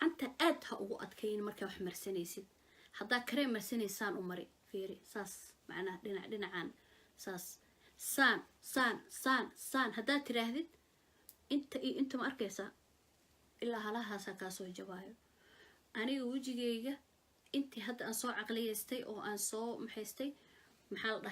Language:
Somali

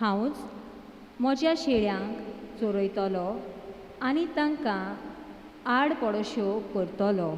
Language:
Konkani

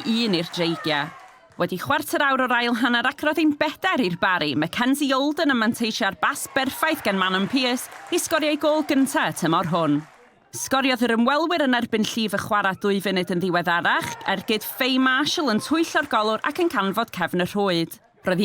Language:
Welsh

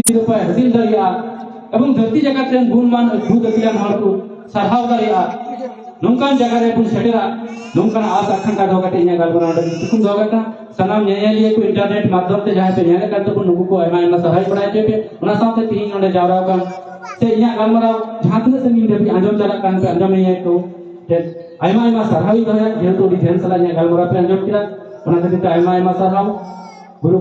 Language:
Santali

